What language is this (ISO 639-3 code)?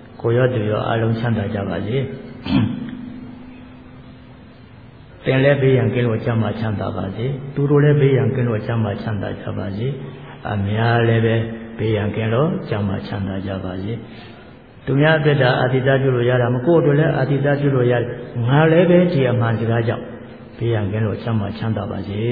mya